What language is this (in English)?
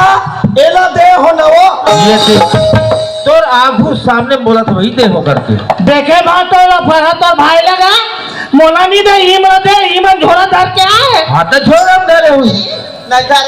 Chhattisgarhi